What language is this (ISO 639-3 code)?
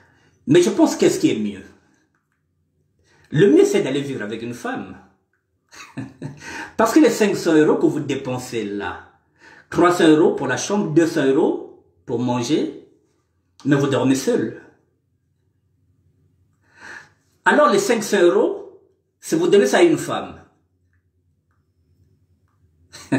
fra